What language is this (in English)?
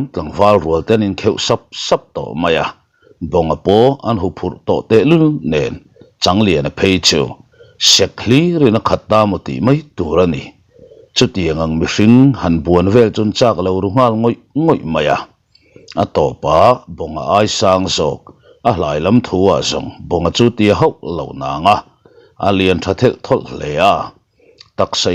Mizo